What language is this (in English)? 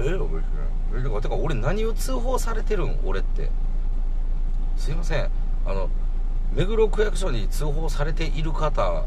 Japanese